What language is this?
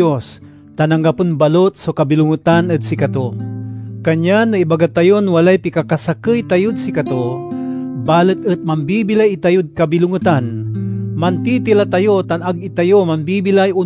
Pangasinan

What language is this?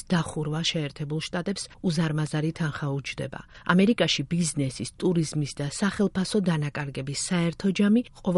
Georgian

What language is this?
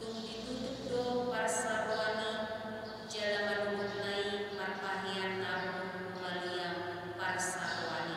Batak Toba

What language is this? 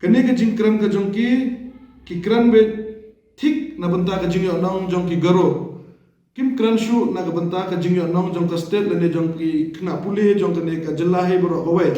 Khasi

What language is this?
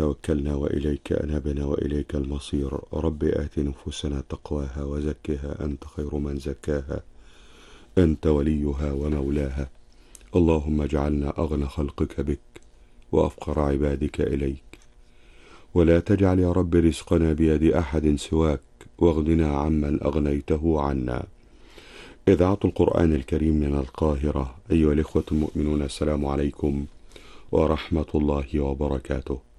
Arabic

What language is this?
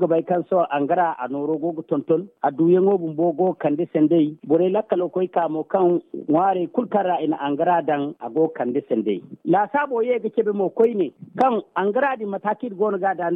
Zarma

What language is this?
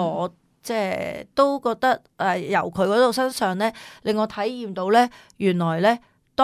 Cantonese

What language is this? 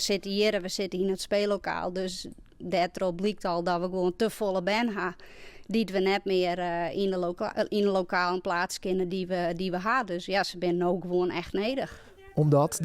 Western Frisian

